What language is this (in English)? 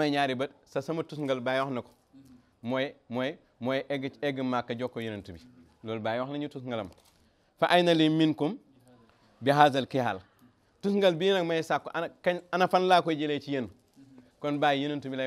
Wolof